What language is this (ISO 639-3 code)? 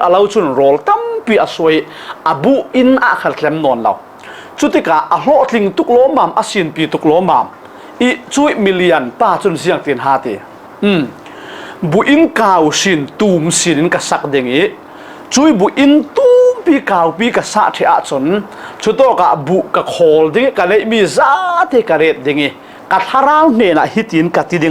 cfm